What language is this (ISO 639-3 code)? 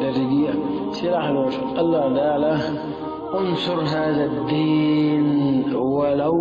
che